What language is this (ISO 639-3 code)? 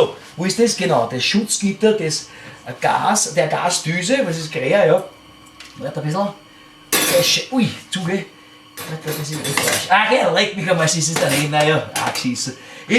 bar